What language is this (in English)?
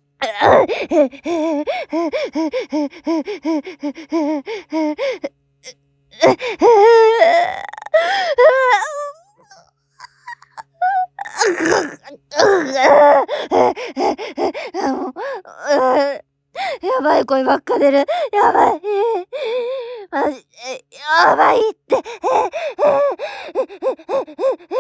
Japanese